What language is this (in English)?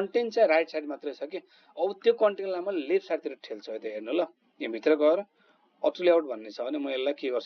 Nepali